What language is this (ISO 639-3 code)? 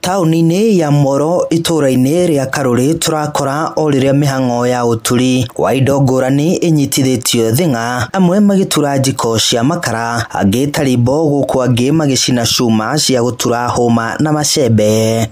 kik